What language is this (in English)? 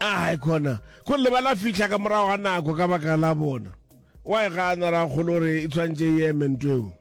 Northern Sotho